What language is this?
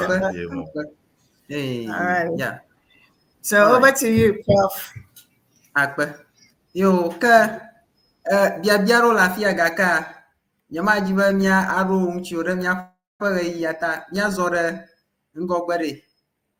Ewe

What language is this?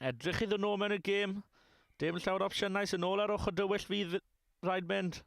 Welsh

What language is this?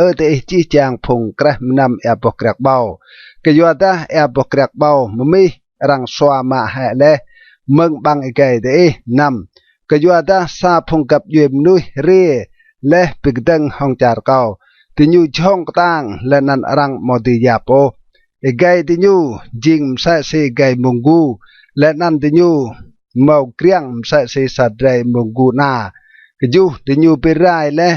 Rade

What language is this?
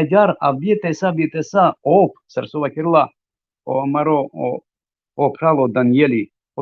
Balkan Romani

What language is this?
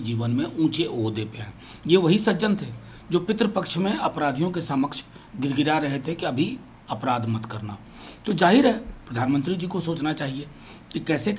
Hindi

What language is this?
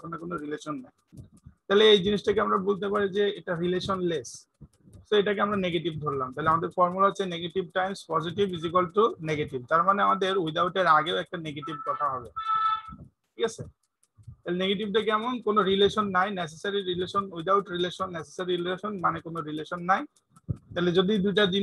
Bangla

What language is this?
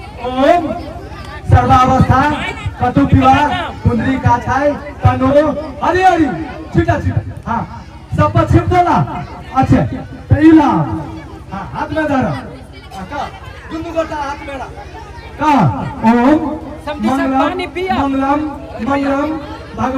Maithili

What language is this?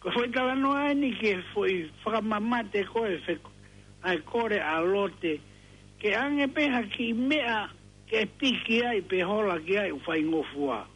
Tongan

